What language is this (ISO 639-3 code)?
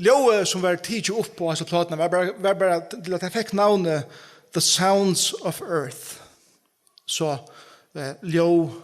fao